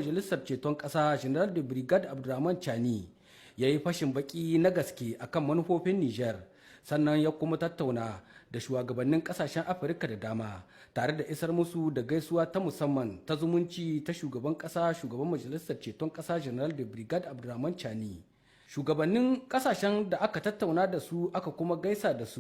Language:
Hausa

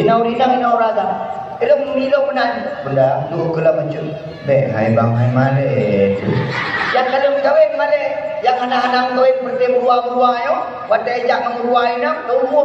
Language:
Achinese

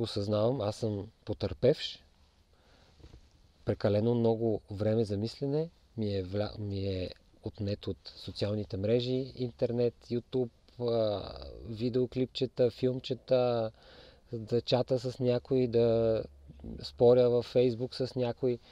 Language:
Bulgarian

